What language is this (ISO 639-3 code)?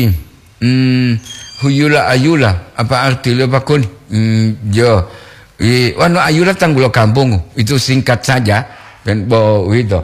gor